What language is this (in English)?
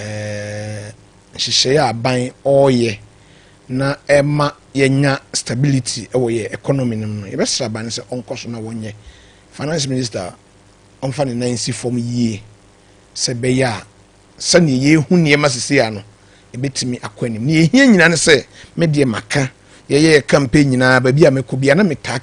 Akan